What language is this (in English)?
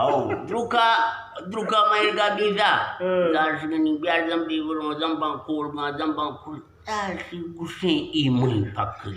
Eastern Balochi